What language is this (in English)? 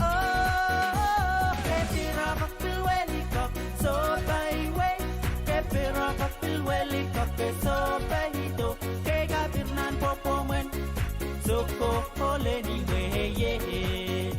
Pohnpeian